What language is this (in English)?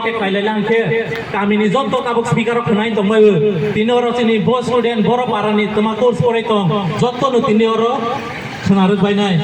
Kok Borok